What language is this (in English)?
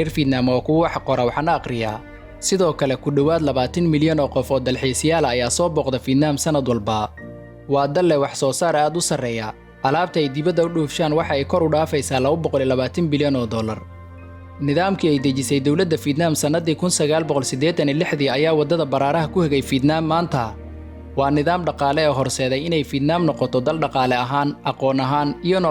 Somali